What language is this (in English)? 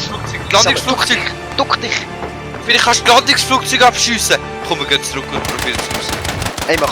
Swiss German